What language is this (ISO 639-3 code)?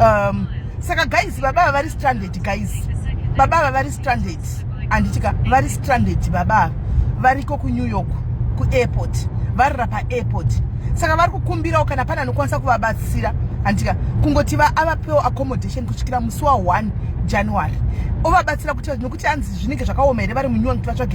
sna